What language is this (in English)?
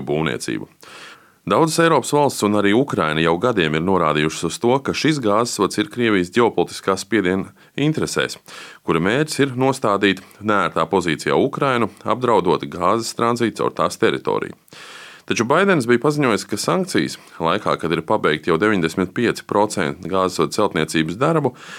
Latvian